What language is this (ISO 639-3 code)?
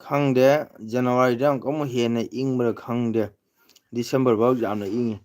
mni